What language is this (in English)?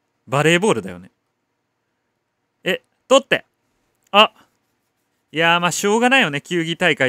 Japanese